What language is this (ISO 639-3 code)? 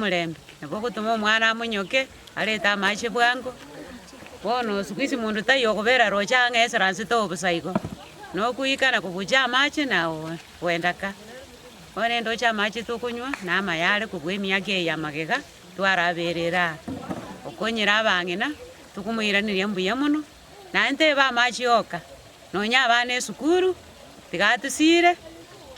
guz